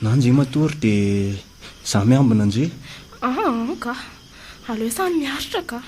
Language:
Malagasy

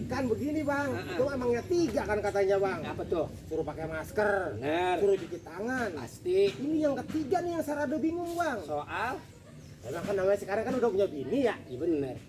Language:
Betawi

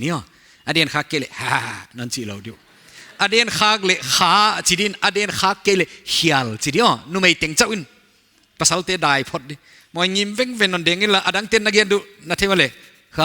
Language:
Paite Chin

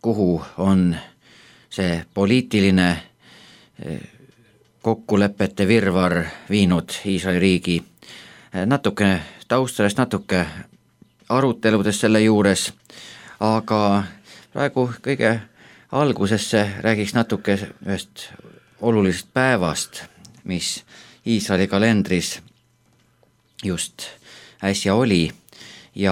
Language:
Estonian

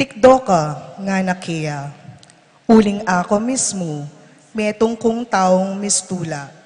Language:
Pampanga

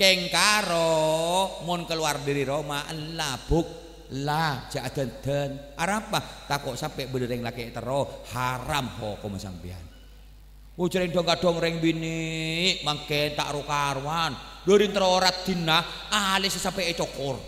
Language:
Madurese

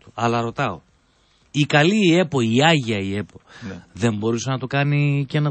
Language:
Greek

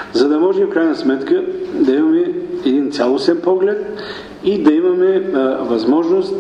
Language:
Bulgarian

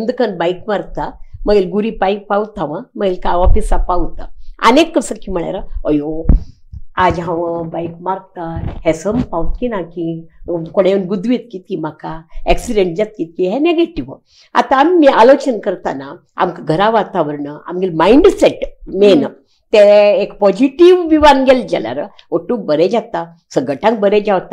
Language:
Konkani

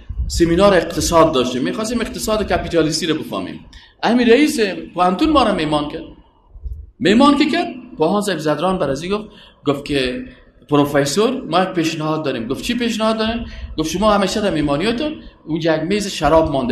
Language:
Persian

